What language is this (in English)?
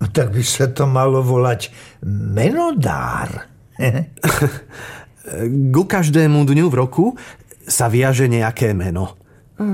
Slovak